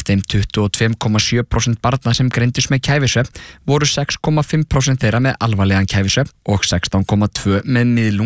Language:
Icelandic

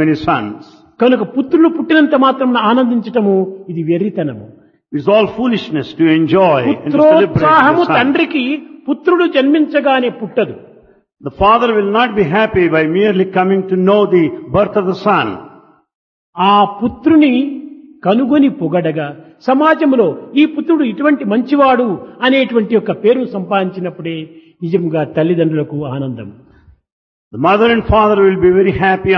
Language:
Telugu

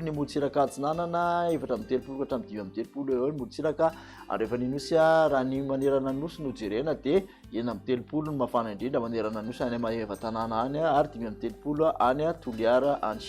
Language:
Malagasy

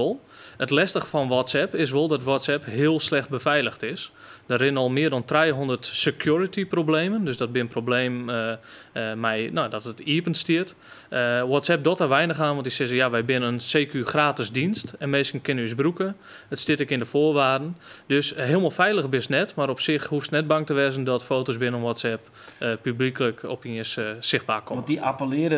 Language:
Western Frisian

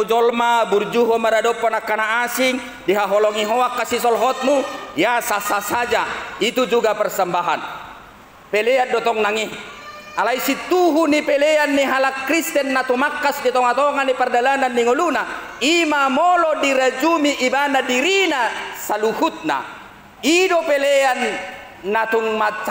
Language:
Batak Toba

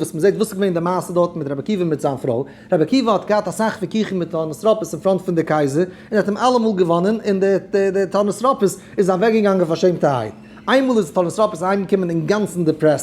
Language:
Yiddish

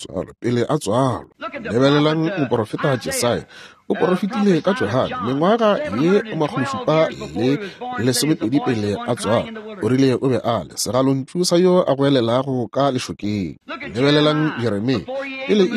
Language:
Northern Sotho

